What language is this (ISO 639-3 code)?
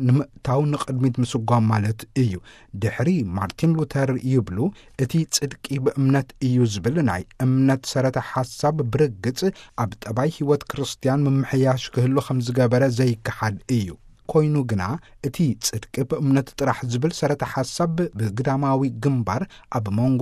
tir